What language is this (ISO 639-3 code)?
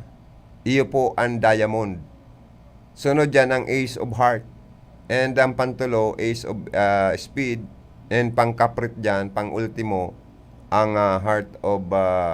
bik